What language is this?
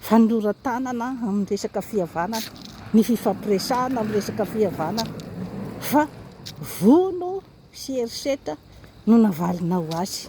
Malagasy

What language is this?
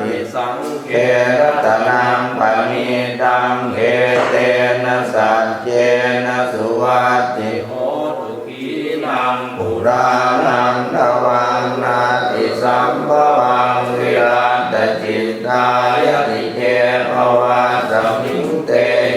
Pali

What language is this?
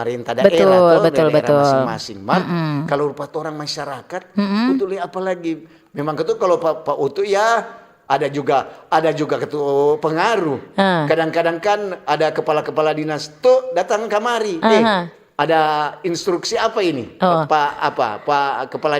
Manado Malay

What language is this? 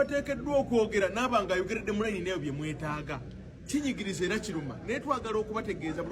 Ganda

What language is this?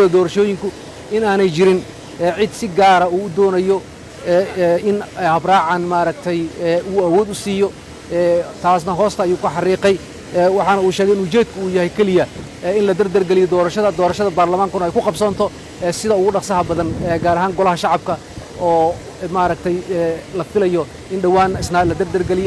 Somali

